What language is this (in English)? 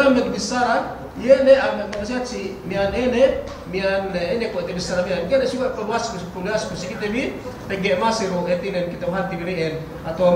Yakan